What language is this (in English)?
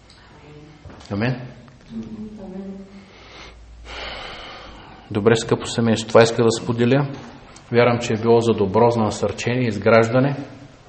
Bulgarian